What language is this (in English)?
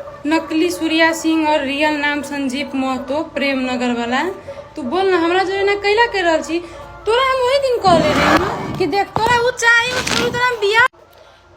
Maithili